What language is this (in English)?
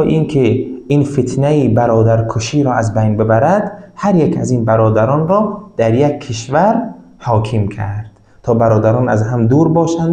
Tajik